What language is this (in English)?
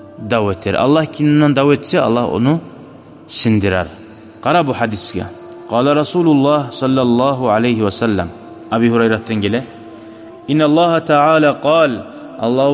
Kumyk